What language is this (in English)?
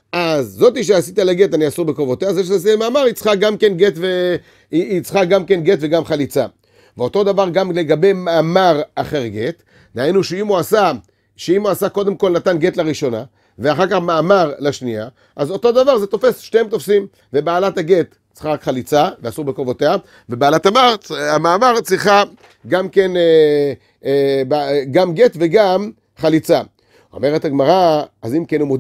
Hebrew